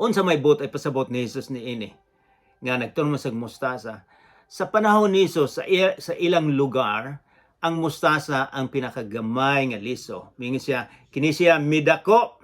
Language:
Cebuano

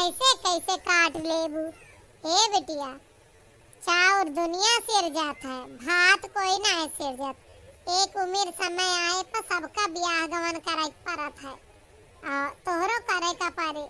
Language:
Awadhi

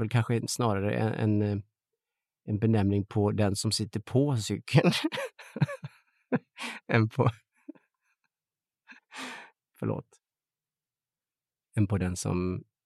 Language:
Swedish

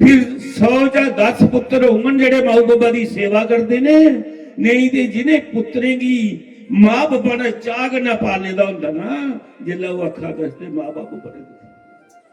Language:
Dogri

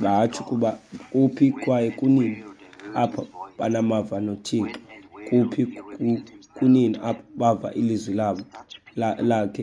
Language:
Xhosa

